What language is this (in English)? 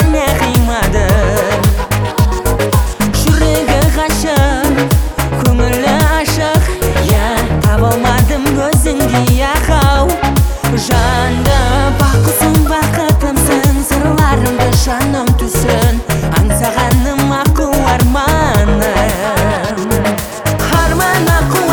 Kazakh